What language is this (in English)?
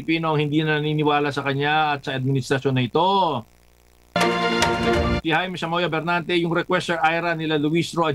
Filipino